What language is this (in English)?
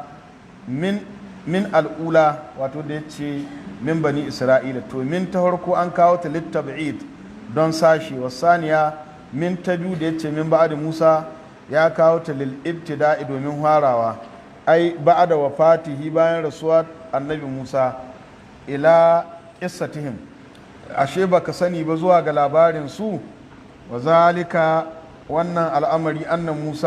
Hausa